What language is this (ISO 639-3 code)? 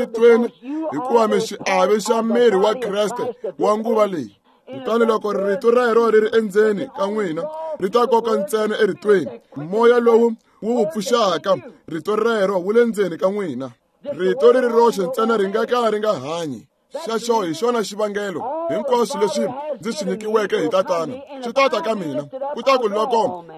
tso